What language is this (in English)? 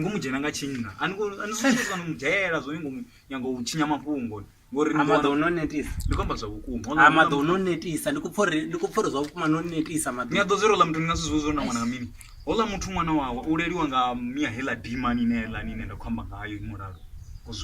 Venda